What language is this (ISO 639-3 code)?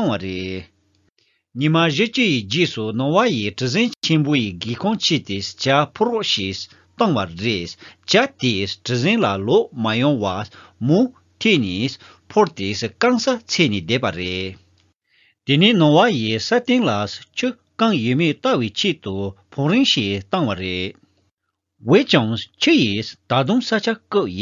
bod